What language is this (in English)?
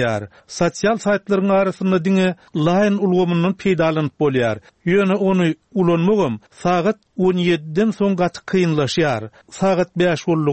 Turkmen